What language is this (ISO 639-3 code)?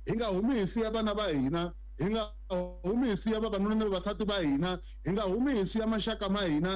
tso